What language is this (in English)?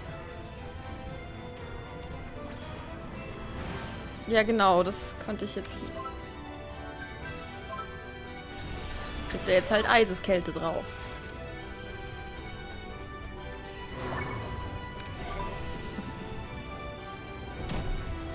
German